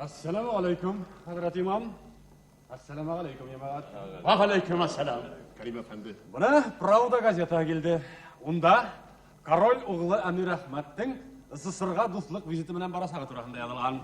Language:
Bashkir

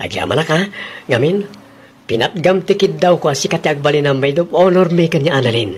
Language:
Iloko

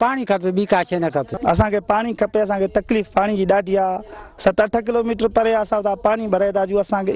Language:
Sindhi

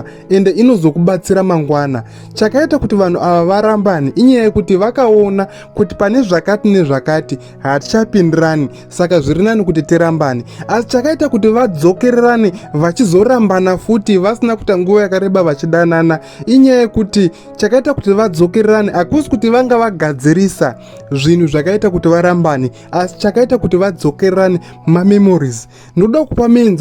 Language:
Shona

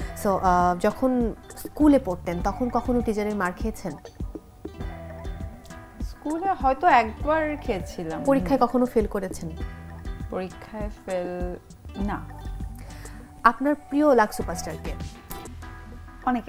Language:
Bangla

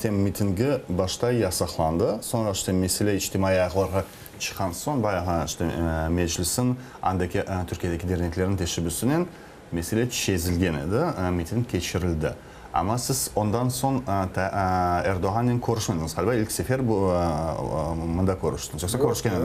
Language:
Crimean Tatar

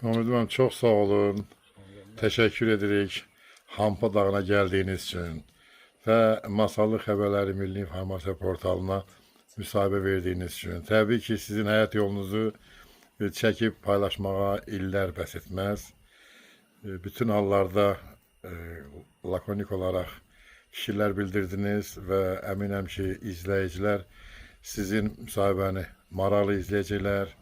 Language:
Azerbaijani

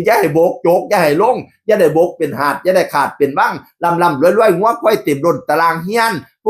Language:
Northeastern Thai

